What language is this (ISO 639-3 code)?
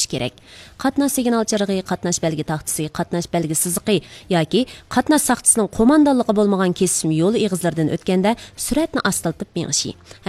uig